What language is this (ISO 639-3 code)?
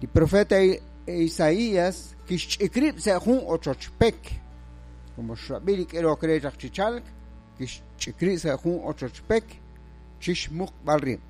kek